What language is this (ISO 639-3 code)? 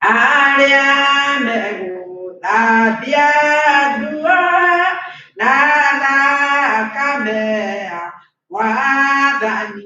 kik